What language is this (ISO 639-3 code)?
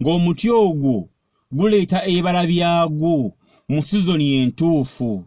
lug